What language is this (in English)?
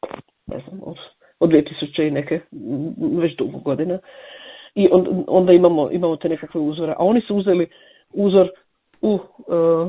Croatian